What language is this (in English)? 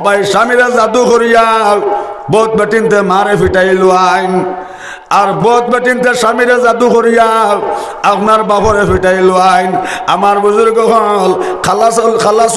Sylheti